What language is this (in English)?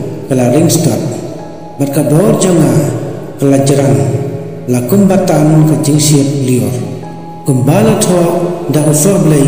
Khasi